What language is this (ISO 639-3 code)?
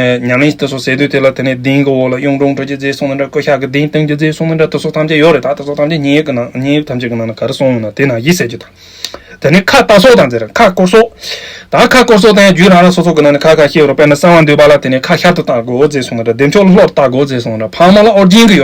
bod